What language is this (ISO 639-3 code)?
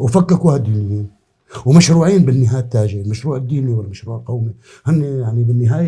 apc